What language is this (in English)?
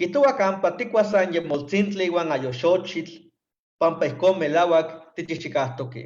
Eastern Huasteca Nahuatl